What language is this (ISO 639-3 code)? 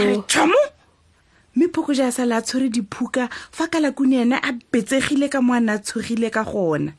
tsn